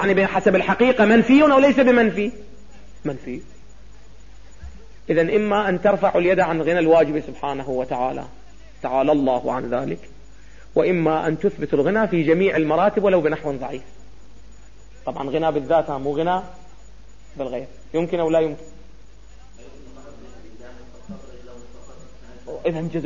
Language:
Arabic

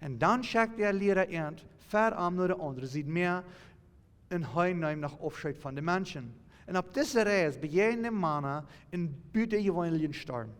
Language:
Plautdietsch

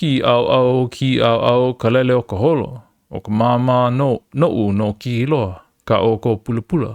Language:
Hawaiian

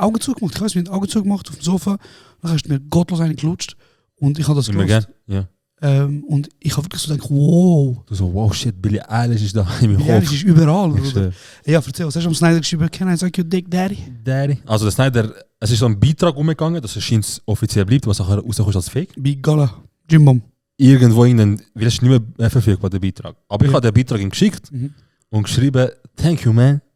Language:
Swiss German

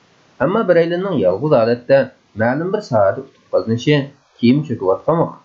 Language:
Uyghur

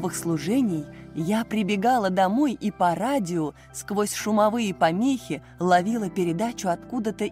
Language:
Russian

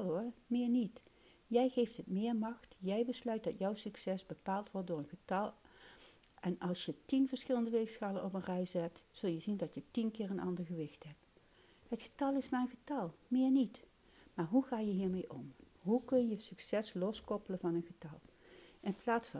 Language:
Dutch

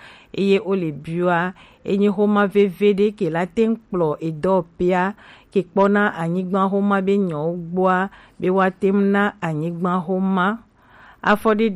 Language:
Gen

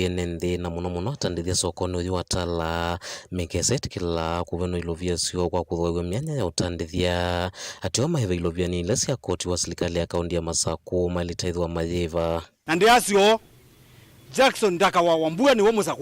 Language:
Kamba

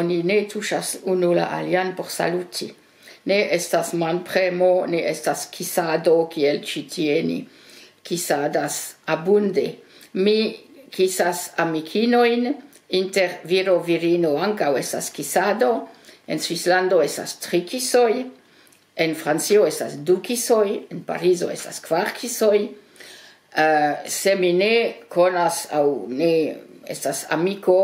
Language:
Esperanto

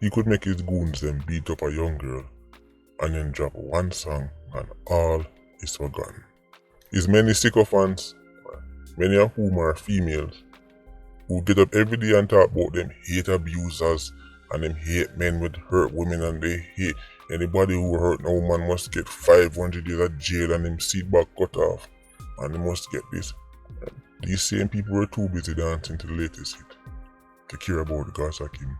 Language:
Jamaican Creole English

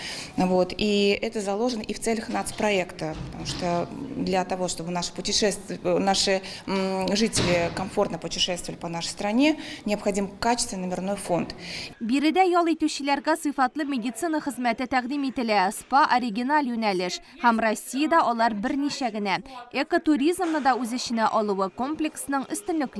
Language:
Tatar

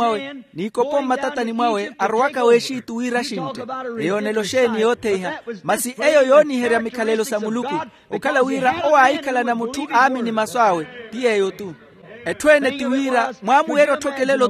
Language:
Makhuwa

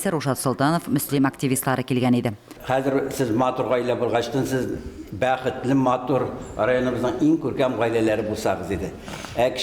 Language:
Tatar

